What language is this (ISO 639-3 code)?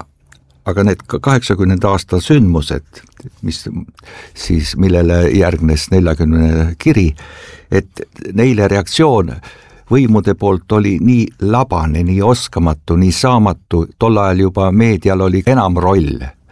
est